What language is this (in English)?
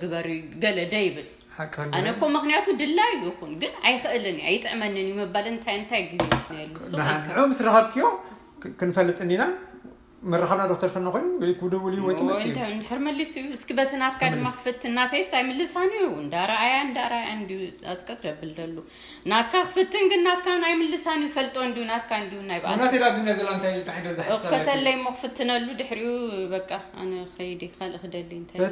Tigrinya